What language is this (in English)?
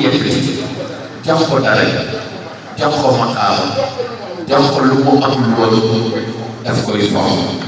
Wolof